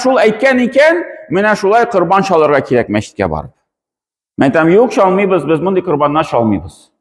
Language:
Tatar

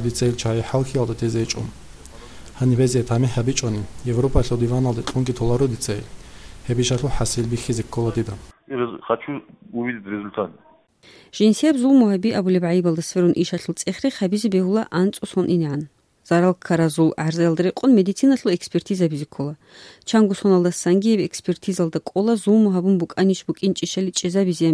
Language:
Avaric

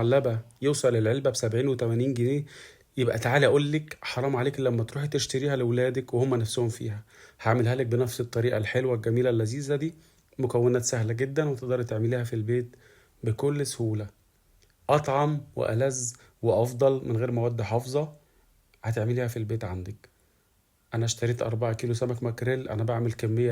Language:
Egyptian Arabic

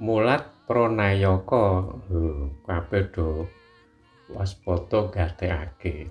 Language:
Javanese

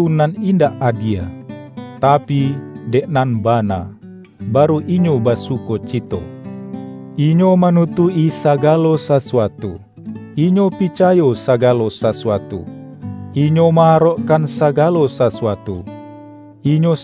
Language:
Minangkabau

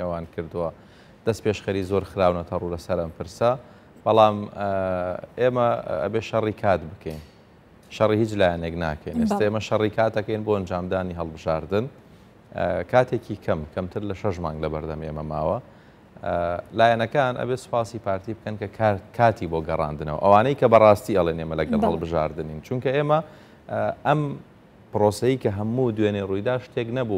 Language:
Central Kurdish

